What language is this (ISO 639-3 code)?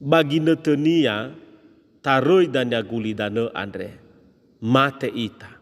nia